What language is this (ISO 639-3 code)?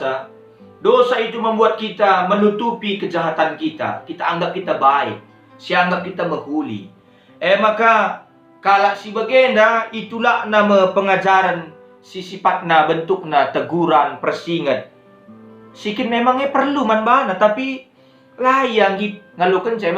btx